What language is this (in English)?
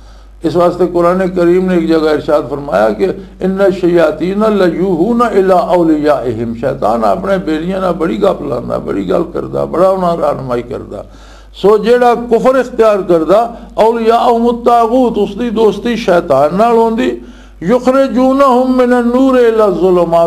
Western Panjabi